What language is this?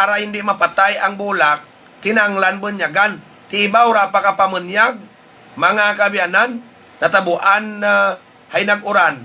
Hiligaynon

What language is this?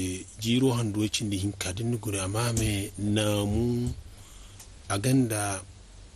Zarma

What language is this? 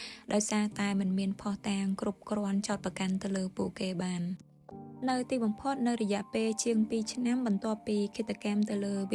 Khmer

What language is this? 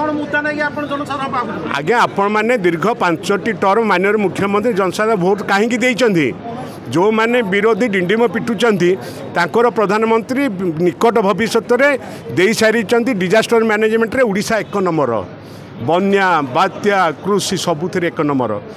Odia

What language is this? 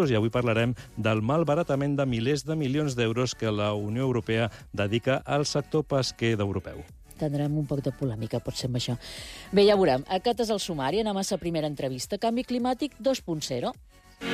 Catalan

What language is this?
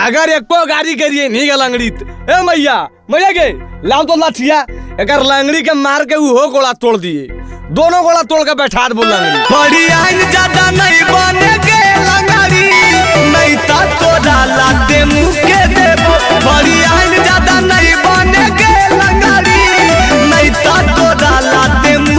Magahi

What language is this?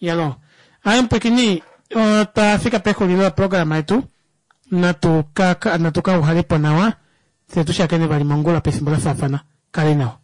Kuanyama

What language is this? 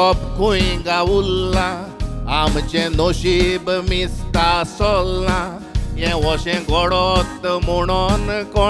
Konkani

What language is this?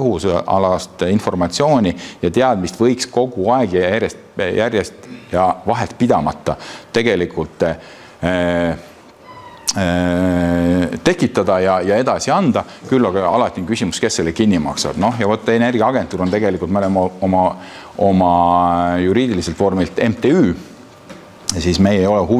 Estonian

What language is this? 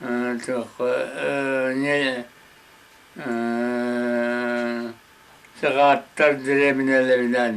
Yakut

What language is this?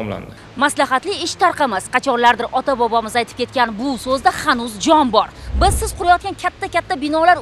Uzbek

